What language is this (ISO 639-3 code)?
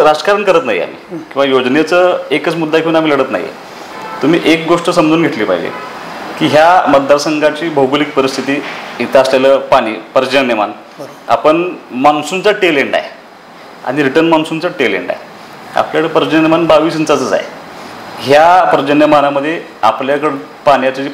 mar